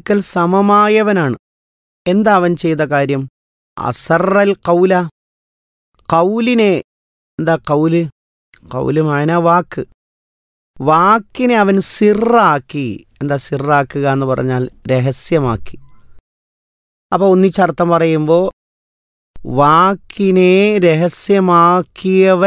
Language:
Malayalam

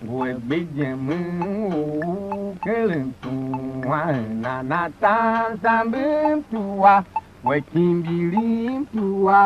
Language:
Tiv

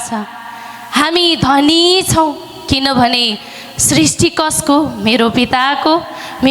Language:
Nepali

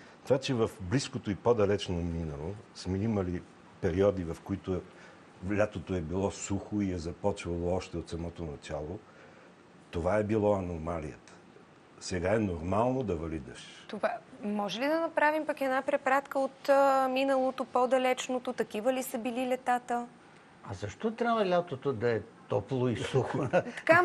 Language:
Bulgarian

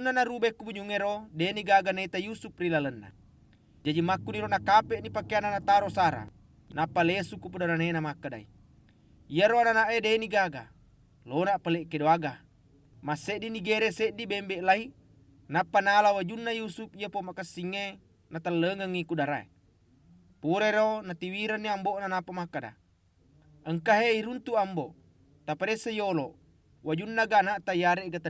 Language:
Buginese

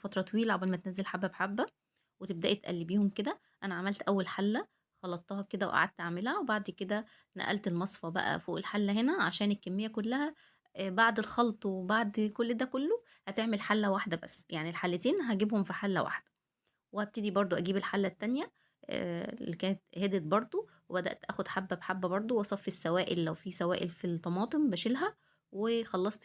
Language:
Egyptian Arabic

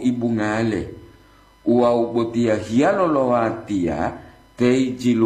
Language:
Gorontalo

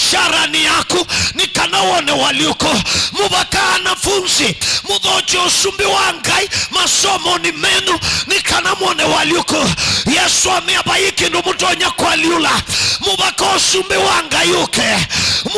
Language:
Kamba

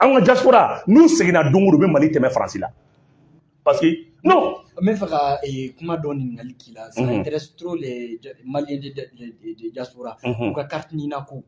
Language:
Bambara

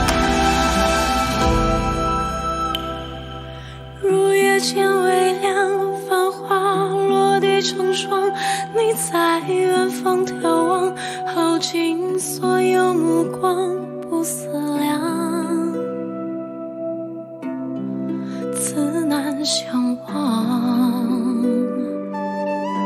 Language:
Chinese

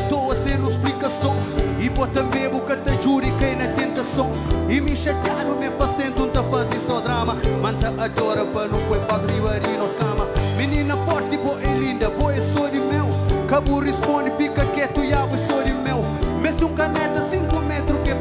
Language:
Kabuverdianu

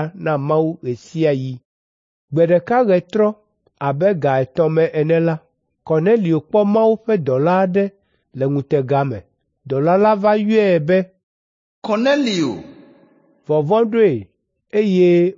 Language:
Ewe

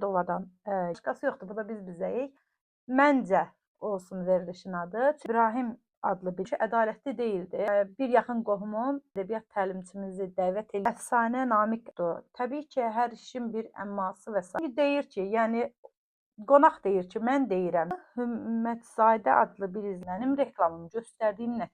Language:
Azerbaijani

